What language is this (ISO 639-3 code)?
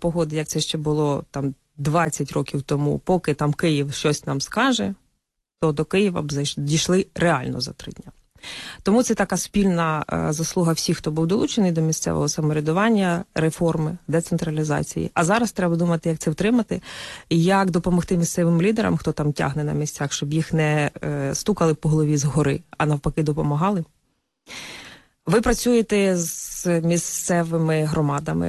ukr